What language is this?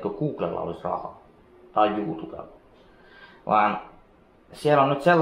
Finnish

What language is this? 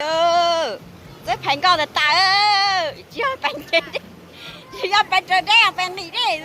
Hmong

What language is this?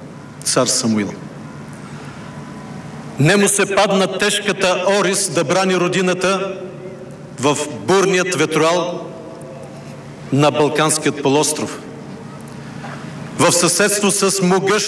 Bulgarian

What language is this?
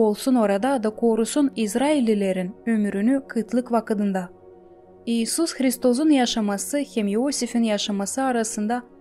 Gagauz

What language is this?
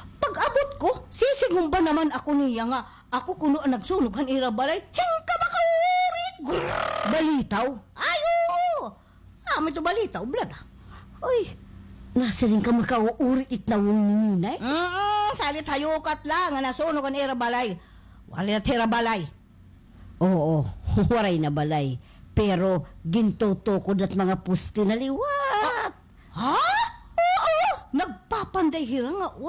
Waray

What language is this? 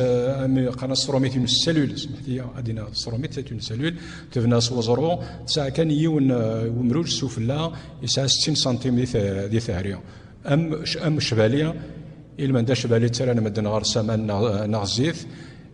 Kabyle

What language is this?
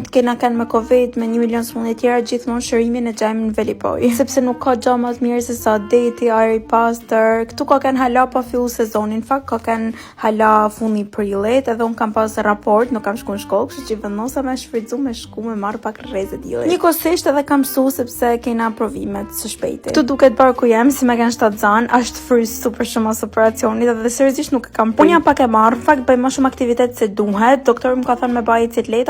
Albanian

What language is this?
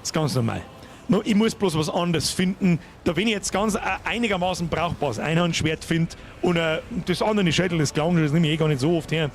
Bavarian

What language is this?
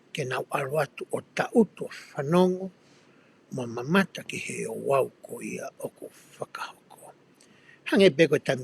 Tongan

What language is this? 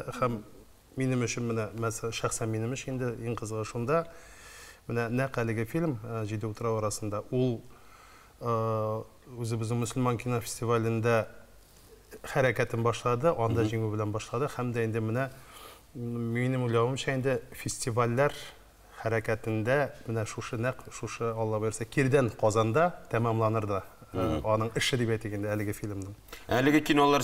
Tatar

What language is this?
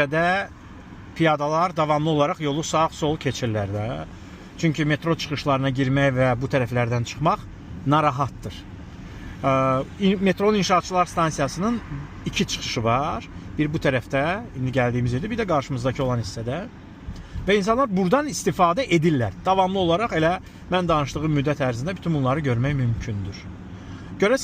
Azerbaijani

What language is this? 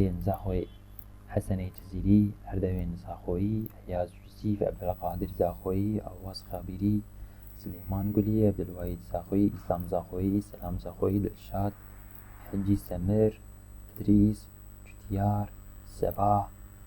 Kurdish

